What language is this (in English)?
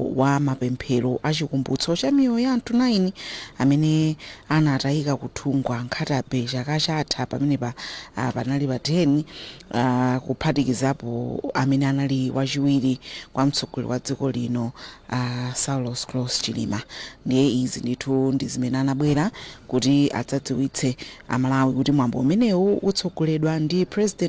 Nyanja